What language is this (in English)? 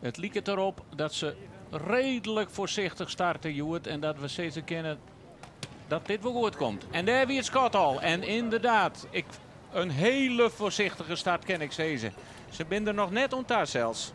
Western Frisian